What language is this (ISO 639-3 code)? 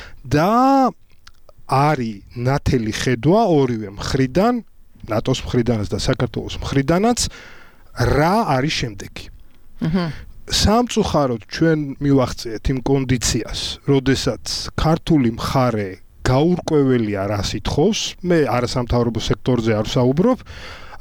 kat